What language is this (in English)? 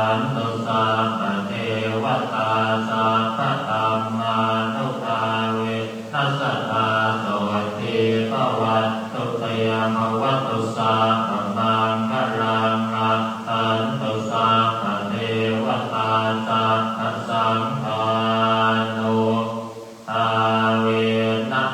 Pali